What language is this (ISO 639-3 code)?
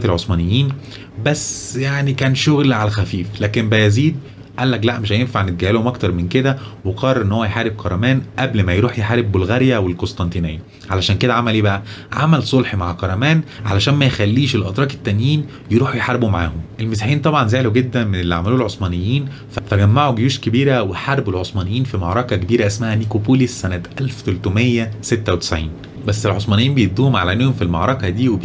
arz